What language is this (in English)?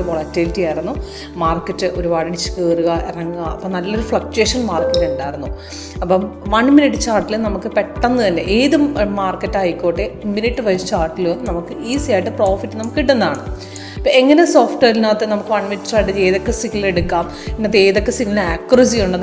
Malayalam